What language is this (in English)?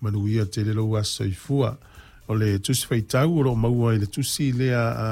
Samoan